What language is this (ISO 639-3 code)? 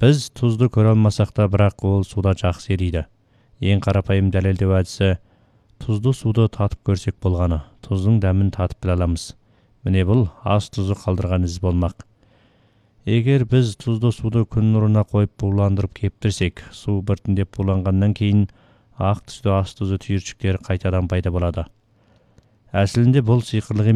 kaz